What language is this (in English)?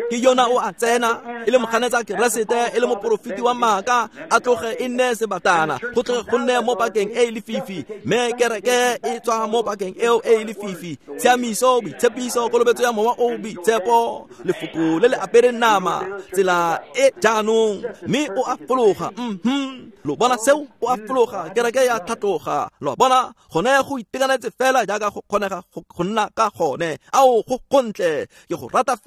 Tswana